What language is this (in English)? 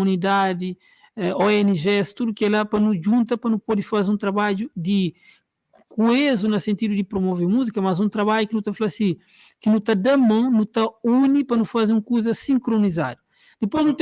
Kabuverdianu